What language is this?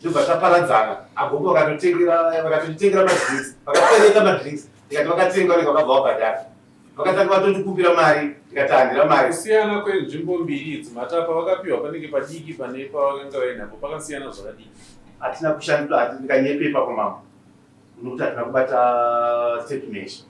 Shona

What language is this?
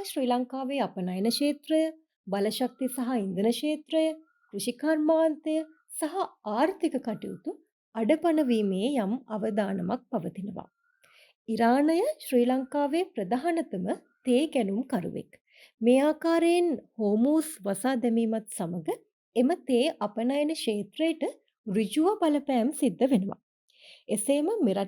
Sinhala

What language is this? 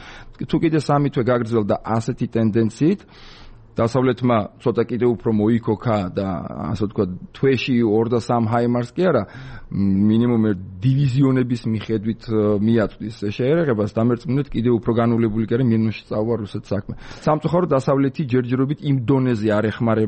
Georgian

